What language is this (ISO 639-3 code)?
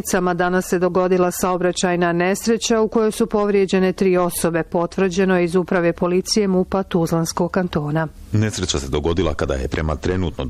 bos